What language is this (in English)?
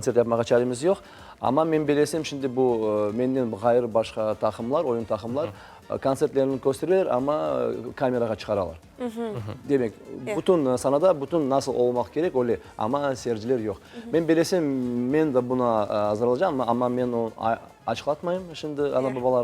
Crimean Tatar